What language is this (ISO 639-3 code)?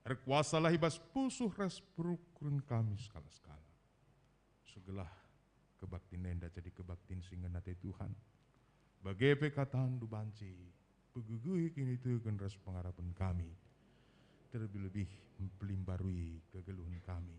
btx